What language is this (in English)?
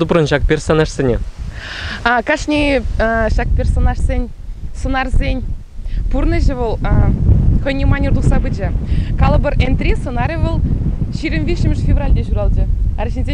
Chuvash